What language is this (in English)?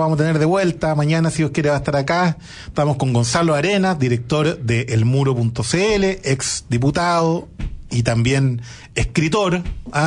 Spanish